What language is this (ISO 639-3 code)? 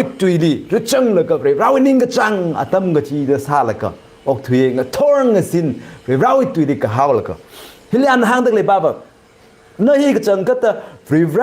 nmf